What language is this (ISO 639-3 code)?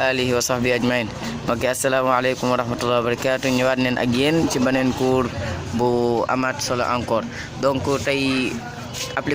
wol